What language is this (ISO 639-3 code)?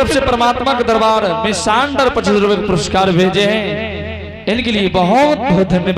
anp